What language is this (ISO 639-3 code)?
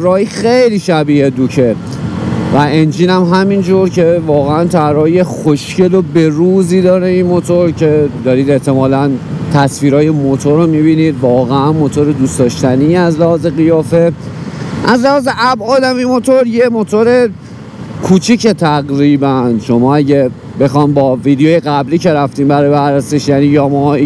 fas